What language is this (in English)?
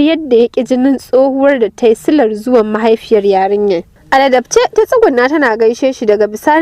Hausa